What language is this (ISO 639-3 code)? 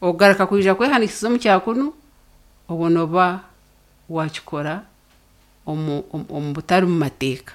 nyn